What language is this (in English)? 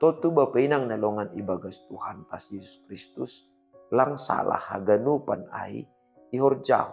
Batak Simalungun